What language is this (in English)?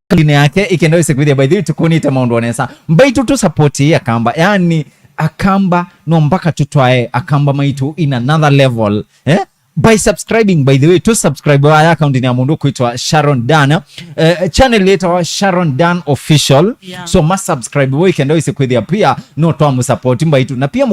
Kamba